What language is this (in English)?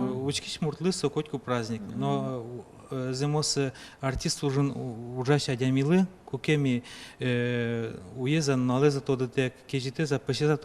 Udmurt